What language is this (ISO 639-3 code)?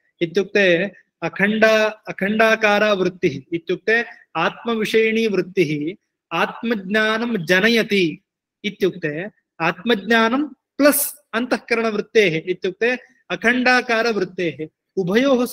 san